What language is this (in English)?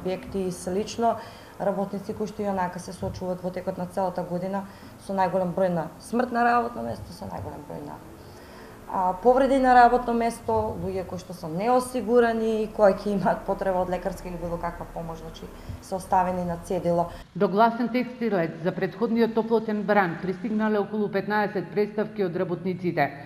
Macedonian